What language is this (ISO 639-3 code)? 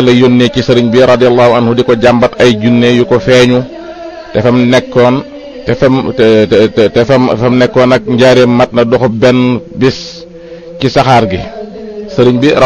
wol